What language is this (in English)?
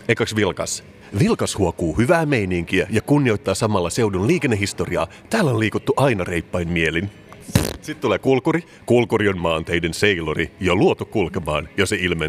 Finnish